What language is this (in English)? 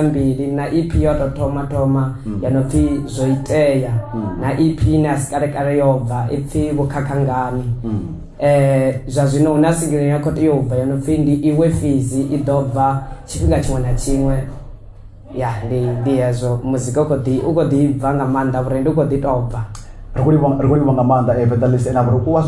Venda